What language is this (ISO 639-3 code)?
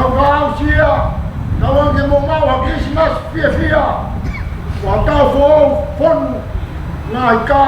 ton